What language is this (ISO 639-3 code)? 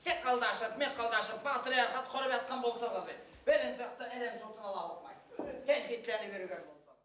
bak